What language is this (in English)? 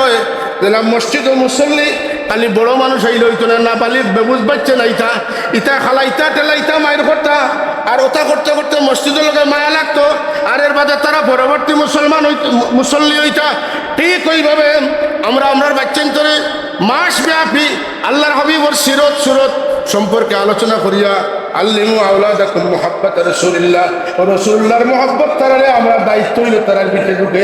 Sylheti